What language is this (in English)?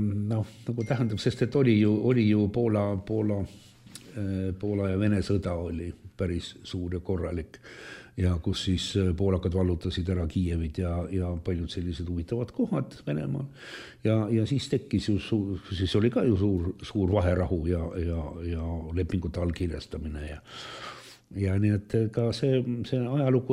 Estonian